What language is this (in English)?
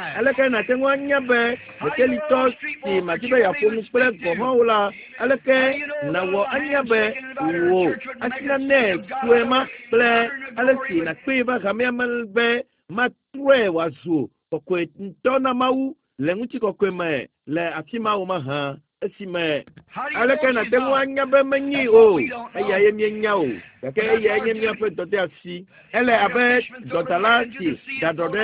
Ewe